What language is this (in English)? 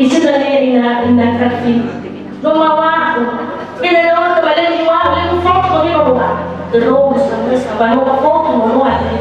Nias